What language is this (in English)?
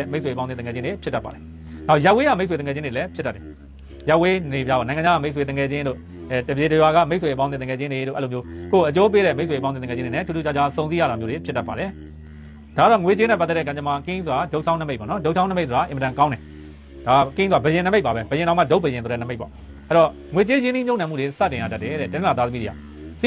Burmese